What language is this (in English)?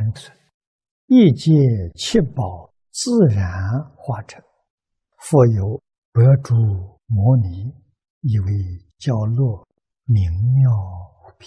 Chinese